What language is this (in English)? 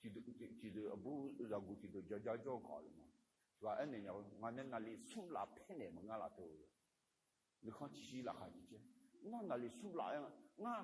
Akha